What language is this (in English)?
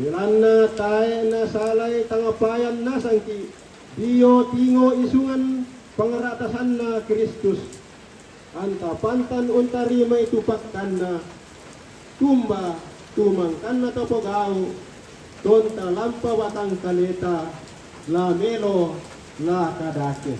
Toraja-Sa'dan